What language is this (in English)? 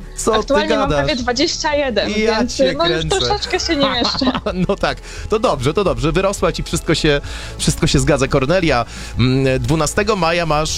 Polish